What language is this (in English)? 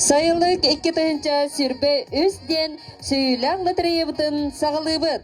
Yakut